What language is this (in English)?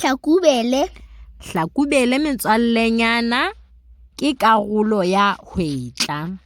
Southern Sotho